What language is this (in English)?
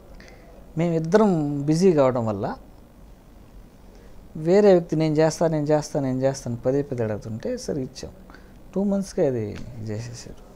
Telugu